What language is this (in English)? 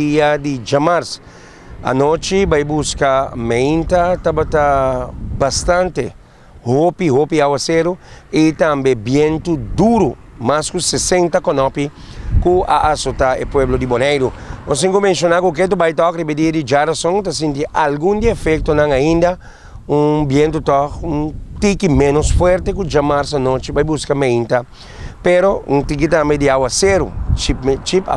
Papiamento